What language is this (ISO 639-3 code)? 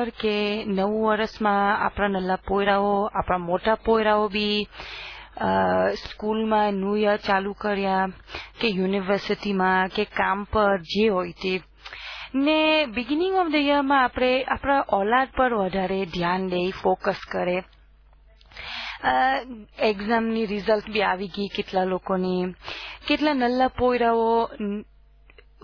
guj